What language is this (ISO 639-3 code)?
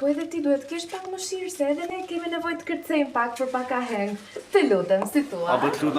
sqi